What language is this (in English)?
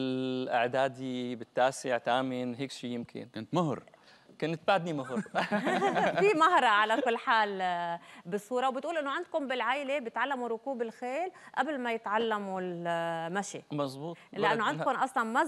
North Levantine Arabic